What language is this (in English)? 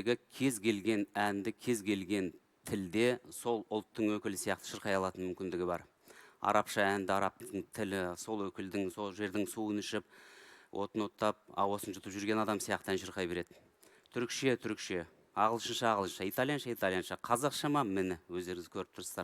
Kazakh